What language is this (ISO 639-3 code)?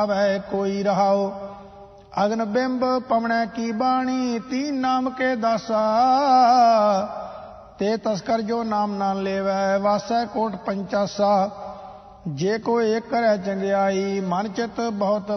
pan